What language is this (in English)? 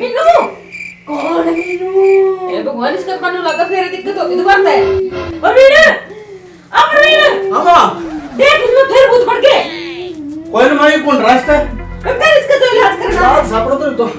Haryanvi